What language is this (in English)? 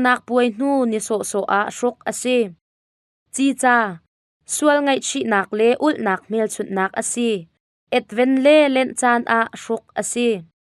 Hakha Chin